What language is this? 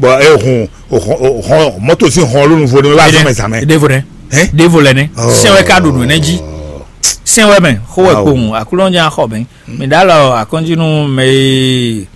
Fon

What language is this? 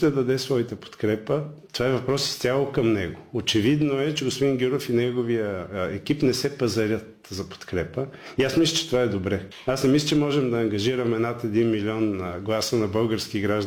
Bulgarian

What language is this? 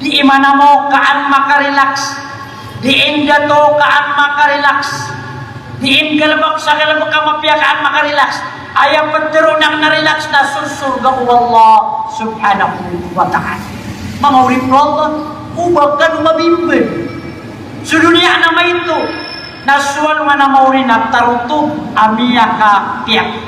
Maranao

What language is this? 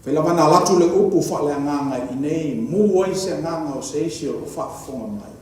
Samoan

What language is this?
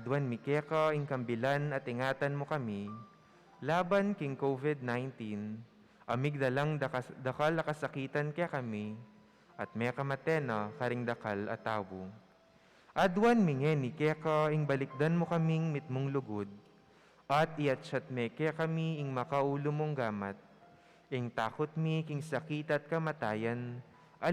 Pampanga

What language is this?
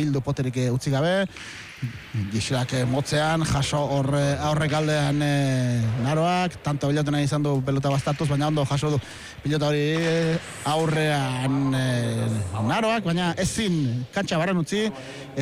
Basque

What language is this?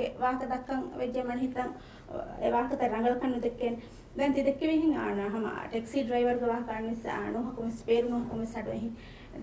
Divehi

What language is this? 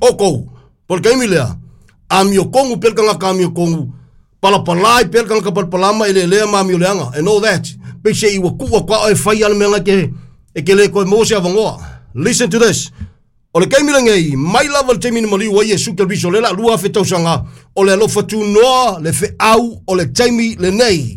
Samoan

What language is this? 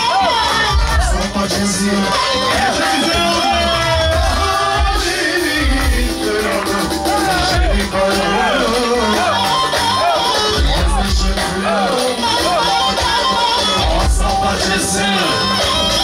Turkish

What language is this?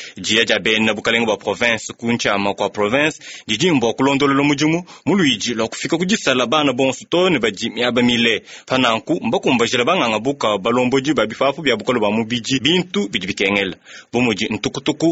Luba-Lulua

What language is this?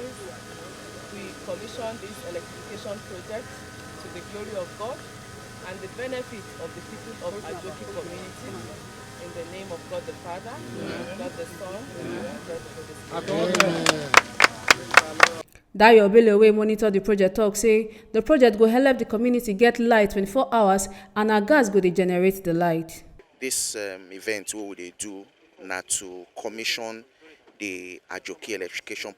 Nigerian Pidgin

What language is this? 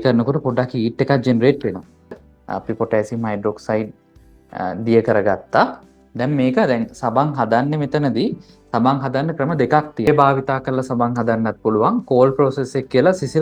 Sinhala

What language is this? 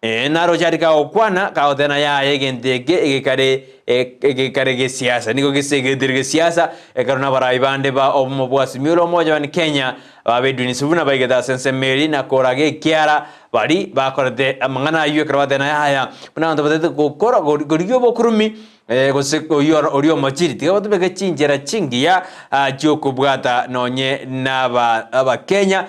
Gusii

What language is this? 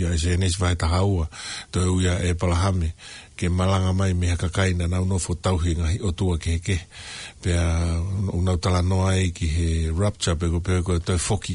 Tongan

